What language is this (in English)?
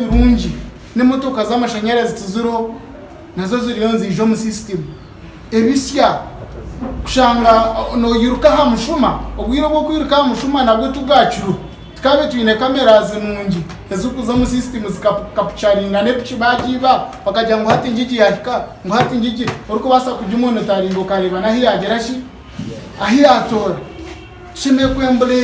Nyankole